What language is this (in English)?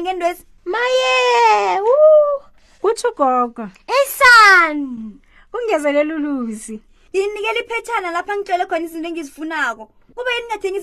South Ndebele